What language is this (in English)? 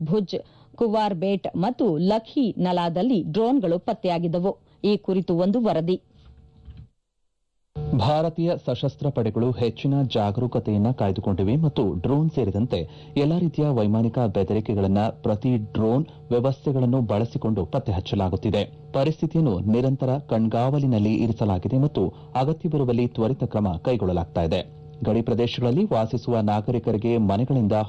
Kannada